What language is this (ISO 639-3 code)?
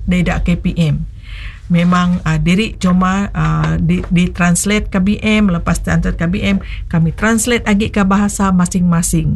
msa